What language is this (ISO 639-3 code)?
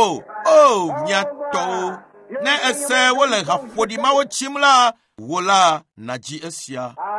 ewe